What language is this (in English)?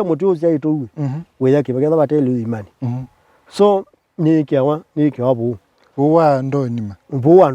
Kamba